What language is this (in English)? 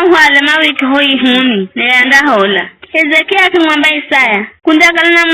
Giryama